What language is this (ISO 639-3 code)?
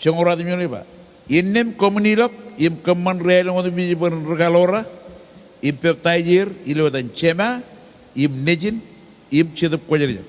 mah